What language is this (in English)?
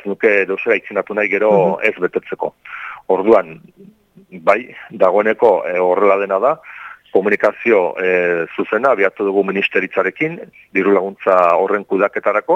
Basque